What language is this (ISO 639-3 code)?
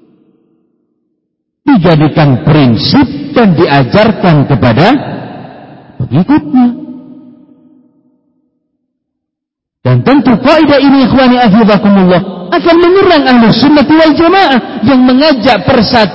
ind